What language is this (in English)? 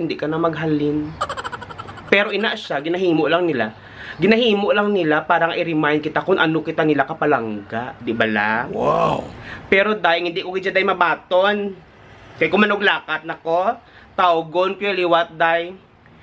Hiligaynon